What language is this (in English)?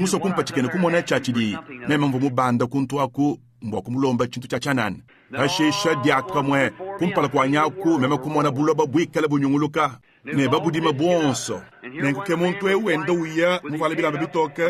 Luba-Lulua